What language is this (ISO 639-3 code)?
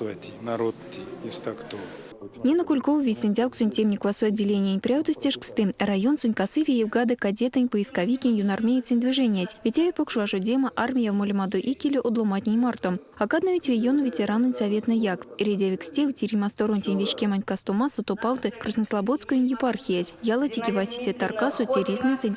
myv